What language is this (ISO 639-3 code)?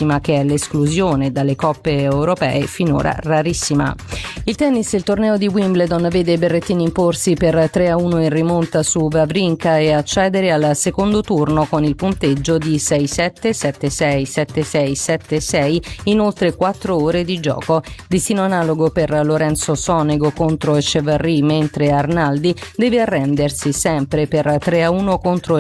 ita